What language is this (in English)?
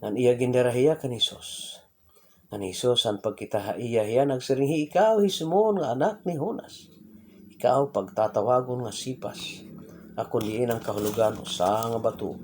Waray